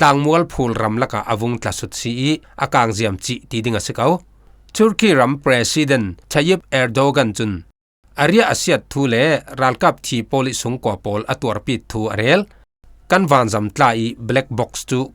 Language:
Falam Chin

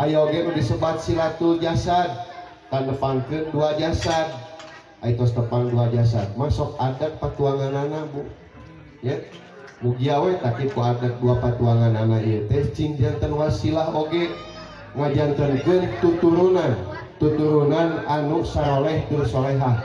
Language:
Sundanese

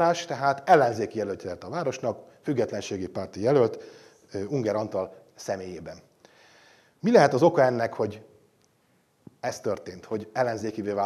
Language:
Hungarian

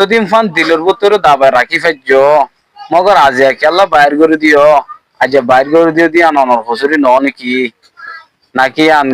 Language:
Rohingya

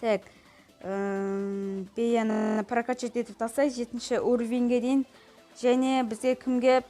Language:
Kazakh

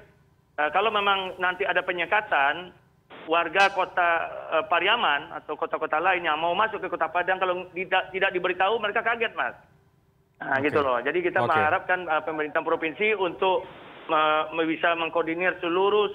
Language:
Indonesian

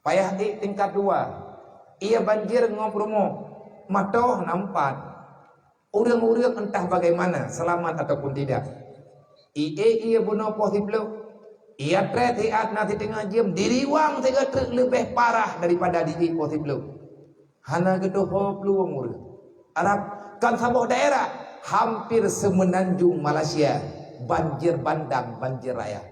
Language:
Achinese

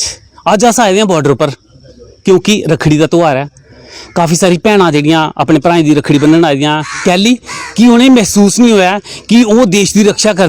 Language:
Dogri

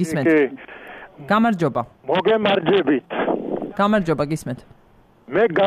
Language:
Georgian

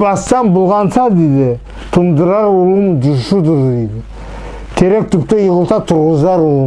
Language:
Nogai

